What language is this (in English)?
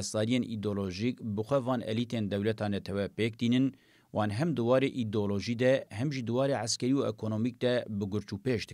Kurdish